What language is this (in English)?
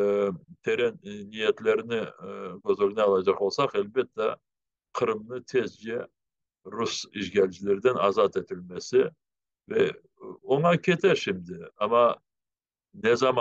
Crimean Tatar